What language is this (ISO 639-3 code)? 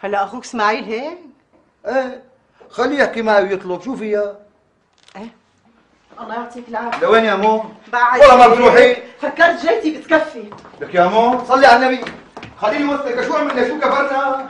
apc